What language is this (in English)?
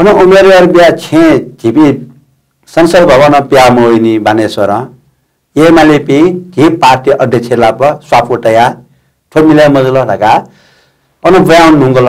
Newari